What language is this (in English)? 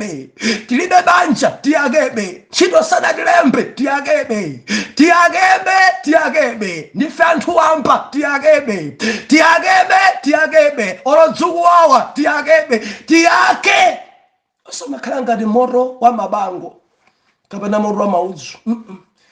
Nyanja